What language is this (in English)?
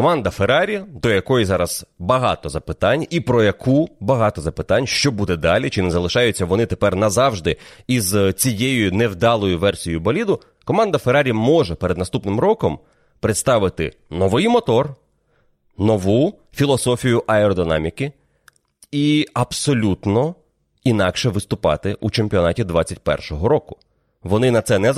Ukrainian